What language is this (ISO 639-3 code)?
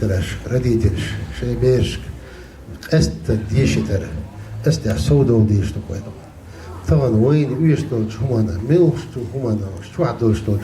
che